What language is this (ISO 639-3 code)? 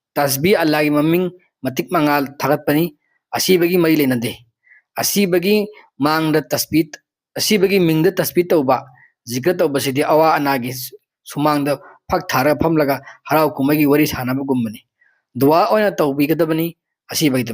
mni